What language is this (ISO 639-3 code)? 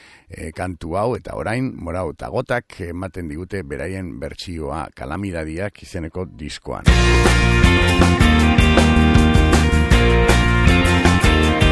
eus